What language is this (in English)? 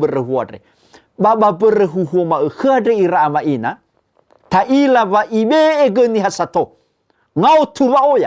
Nias